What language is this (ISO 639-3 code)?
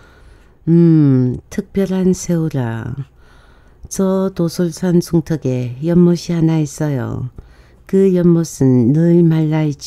kor